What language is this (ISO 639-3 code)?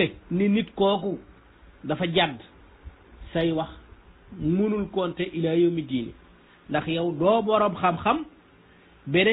wol